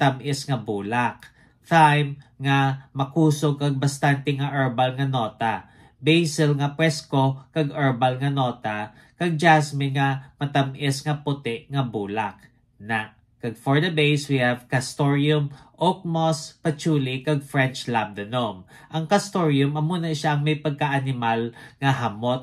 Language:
Hiligaynon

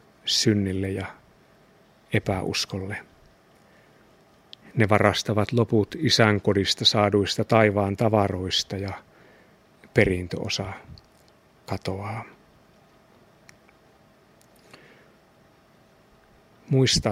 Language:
Finnish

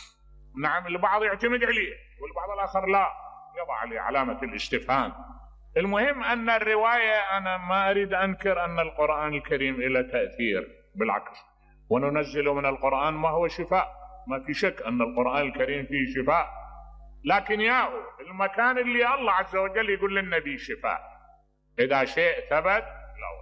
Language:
Mesopotamian Arabic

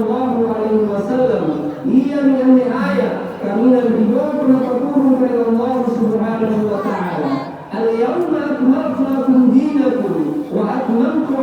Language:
Makasar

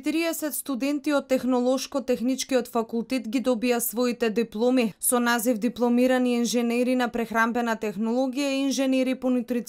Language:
Macedonian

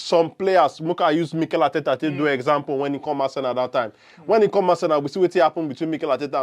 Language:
Nigerian Pidgin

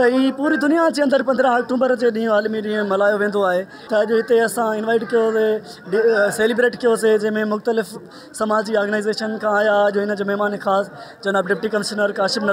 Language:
Sindhi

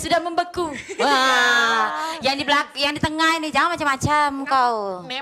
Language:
Musi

